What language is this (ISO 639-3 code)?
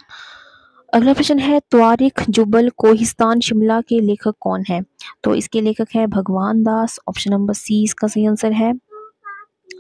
hin